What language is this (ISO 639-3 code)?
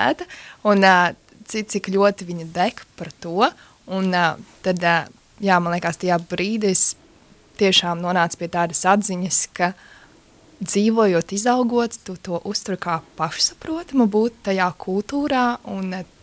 lav